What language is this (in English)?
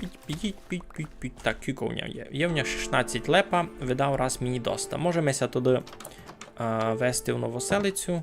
Rusyn